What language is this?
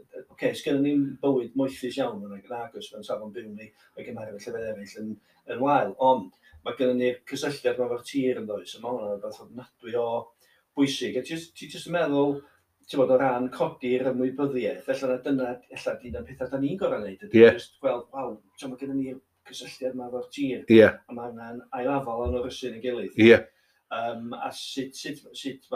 Welsh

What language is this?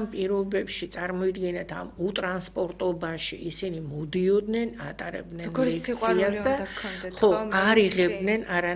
Georgian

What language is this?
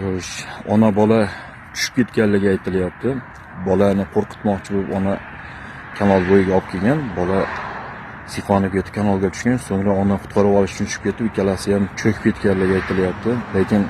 Uzbek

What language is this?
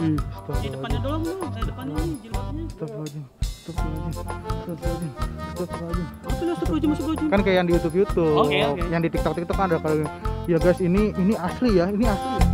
Betawi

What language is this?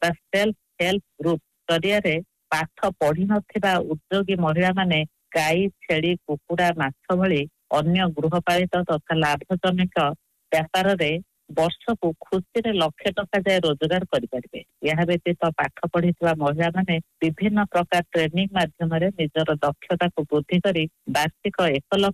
Odia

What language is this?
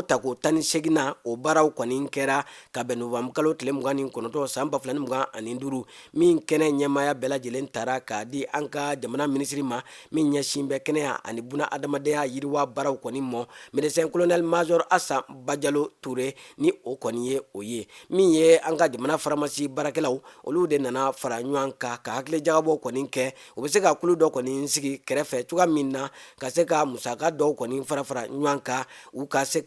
Bambara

